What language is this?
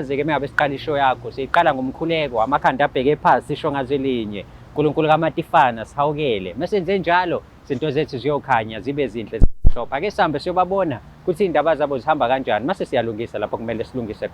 Zulu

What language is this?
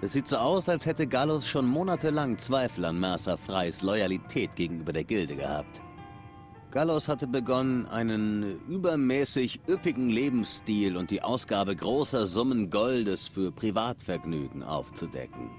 Swiss German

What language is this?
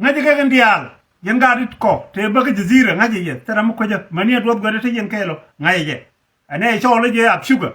Nuer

